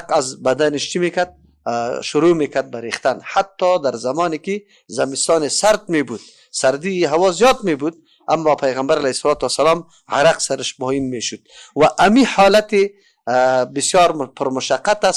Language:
Persian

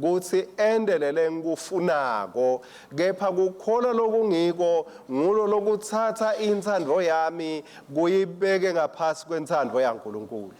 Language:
Swati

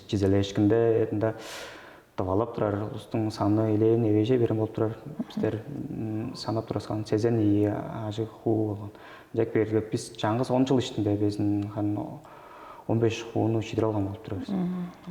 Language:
Tuvinian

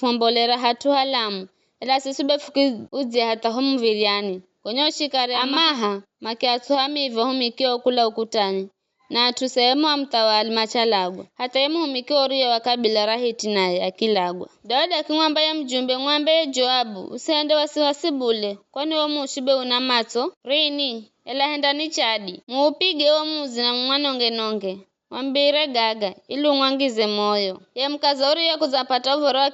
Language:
Giryama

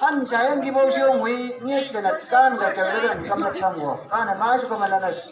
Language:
Chang Naga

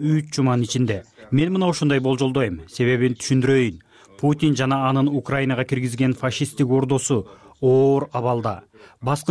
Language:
Kyrgyz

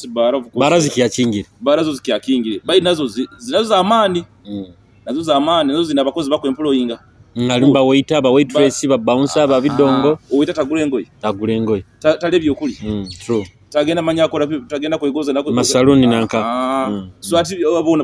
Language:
Nyoro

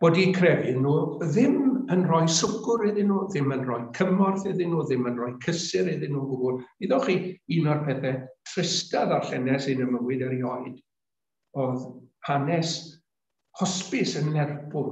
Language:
Welsh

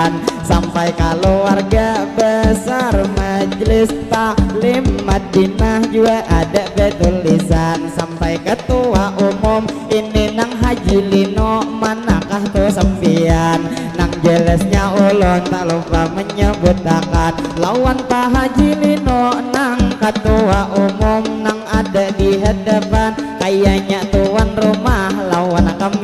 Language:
Banjar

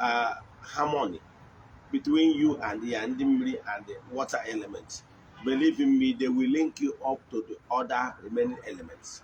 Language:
Igbo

